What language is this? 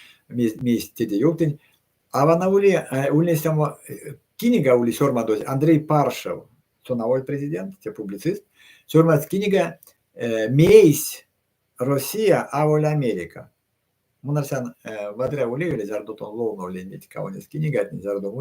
Erzya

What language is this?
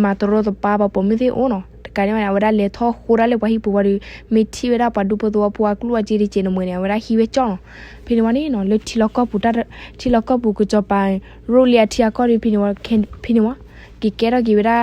S'gaw Karen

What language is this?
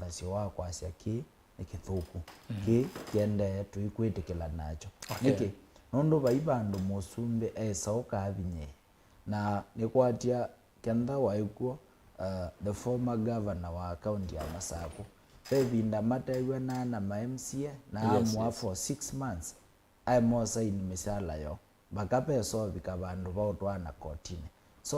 Kamba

